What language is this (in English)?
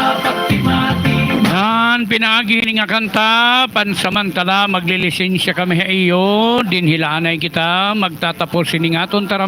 Waray